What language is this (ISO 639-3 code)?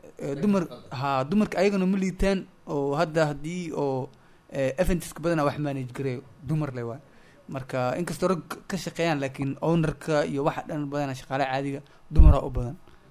som